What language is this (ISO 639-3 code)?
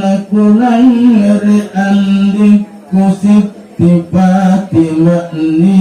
mak